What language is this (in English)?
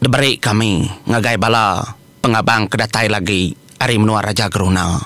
Iban